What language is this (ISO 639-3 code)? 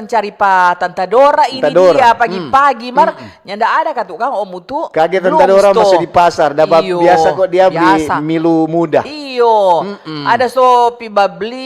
xmm